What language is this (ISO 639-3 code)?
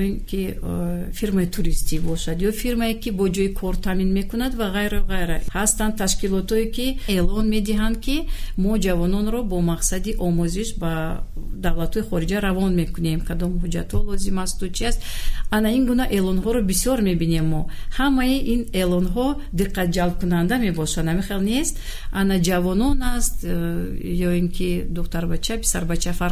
tgk